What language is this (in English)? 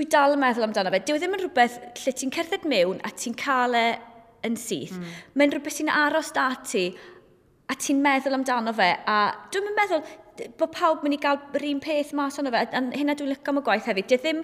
Welsh